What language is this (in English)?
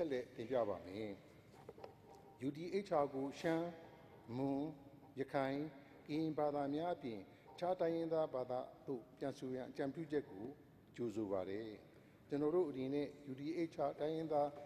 Burmese